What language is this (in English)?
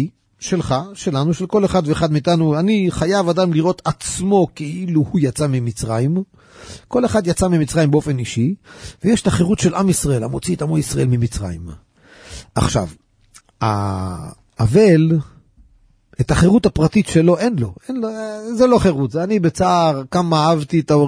Hebrew